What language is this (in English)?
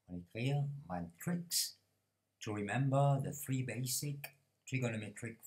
Morisyen